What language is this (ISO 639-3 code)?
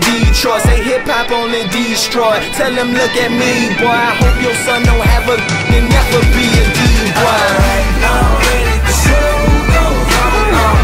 eng